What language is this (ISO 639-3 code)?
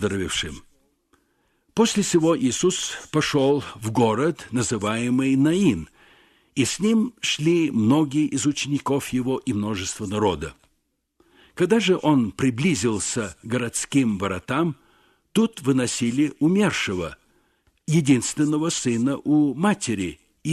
rus